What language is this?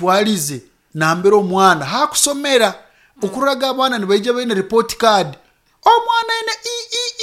Nyoro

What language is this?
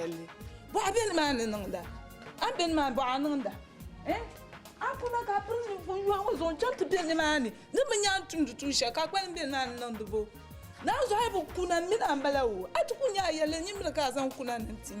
Dagbani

